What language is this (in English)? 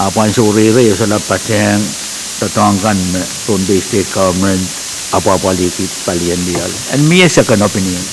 Pohnpeian